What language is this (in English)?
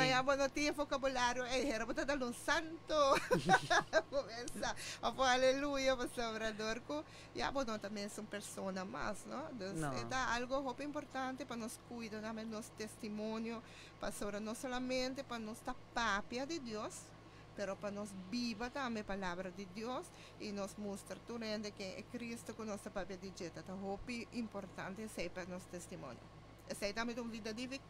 Papiamento